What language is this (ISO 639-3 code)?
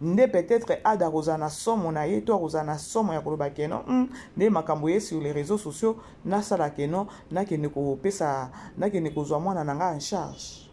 lin